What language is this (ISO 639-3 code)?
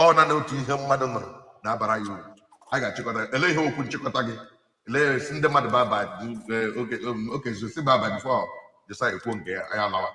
ibo